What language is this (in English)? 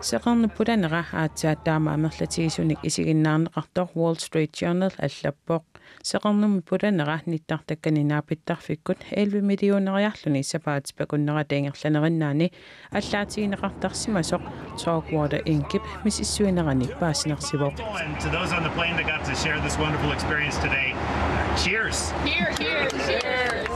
Kalaallisut